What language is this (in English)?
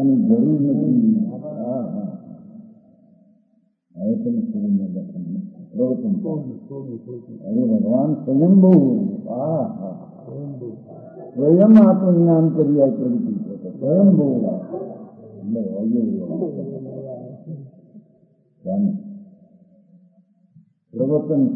Gujarati